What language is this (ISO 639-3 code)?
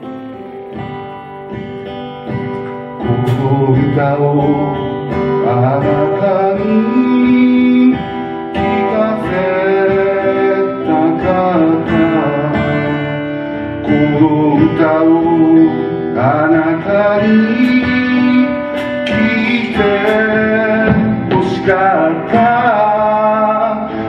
jpn